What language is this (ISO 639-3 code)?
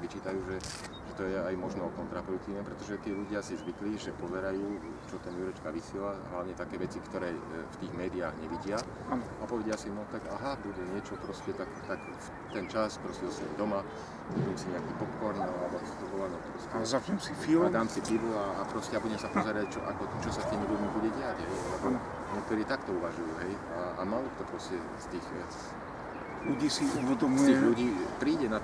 slk